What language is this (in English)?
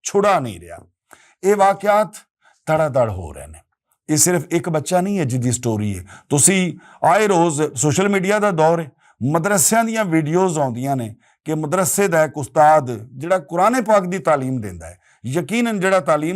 Western Panjabi